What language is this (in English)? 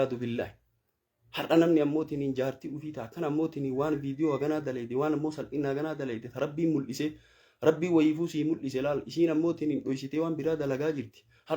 Oromo